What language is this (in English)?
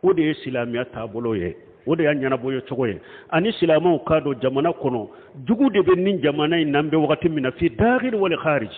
Bambara